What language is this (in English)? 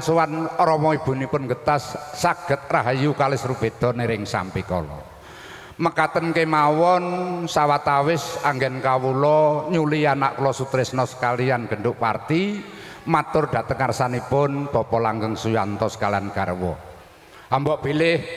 Javanese